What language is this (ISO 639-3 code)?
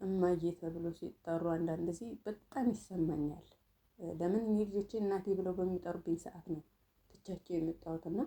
amh